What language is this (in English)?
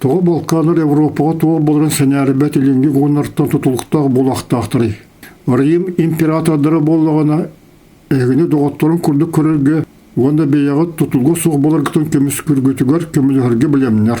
Yakut